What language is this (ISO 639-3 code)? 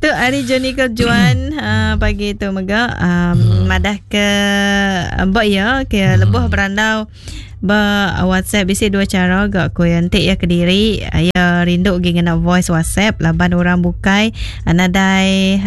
iba